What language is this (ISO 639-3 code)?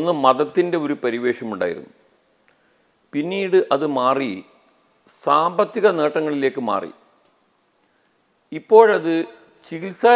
mal